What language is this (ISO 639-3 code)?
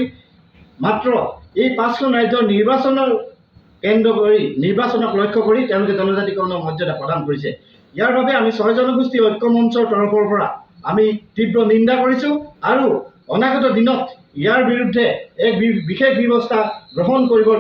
asm